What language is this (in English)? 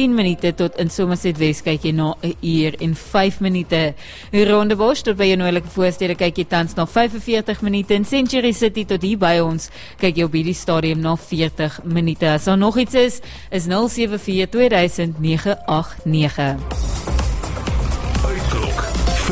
Afrikaans